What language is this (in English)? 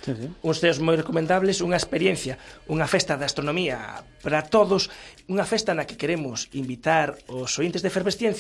Galician